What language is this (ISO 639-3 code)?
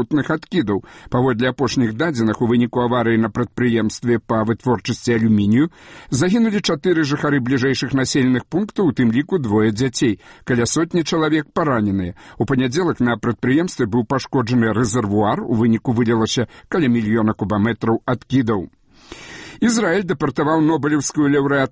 bel